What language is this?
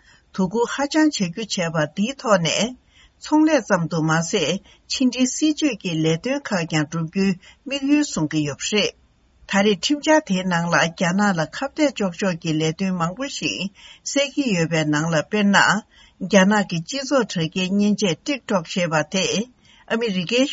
Tibetan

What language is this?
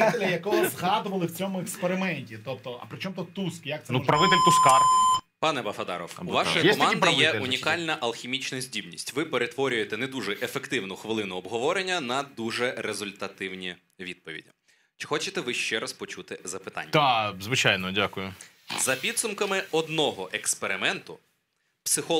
Ukrainian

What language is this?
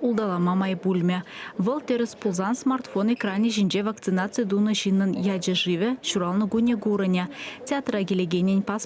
Chuvash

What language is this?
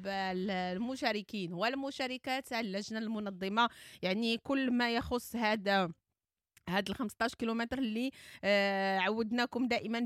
Moroccan Arabic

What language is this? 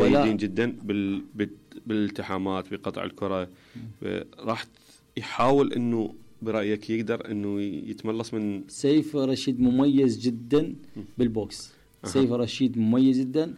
Mesopotamian Arabic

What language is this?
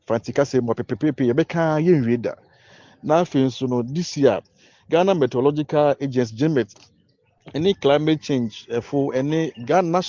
Akan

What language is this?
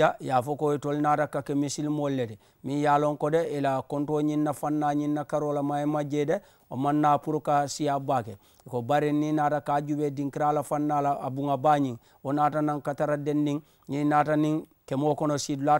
Mandingo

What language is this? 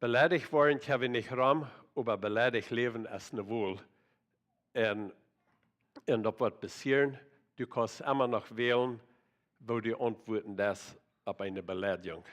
Plautdietsch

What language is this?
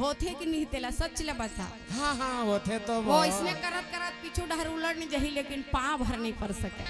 Chhattisgarhi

